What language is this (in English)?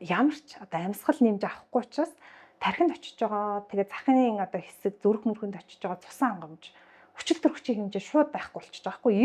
Mongolian